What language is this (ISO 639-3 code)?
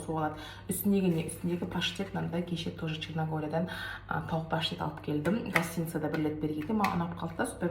kaz